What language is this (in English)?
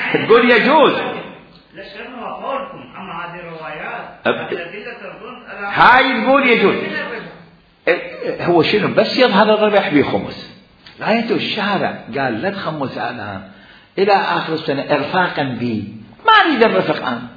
Mesopotamian Arabic